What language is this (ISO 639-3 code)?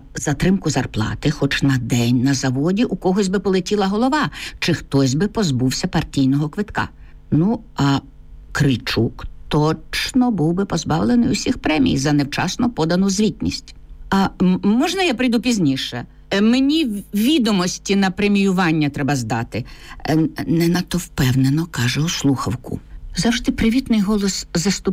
ukr